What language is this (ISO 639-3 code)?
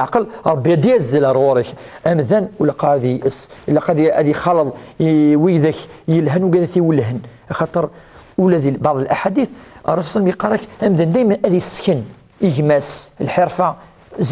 kab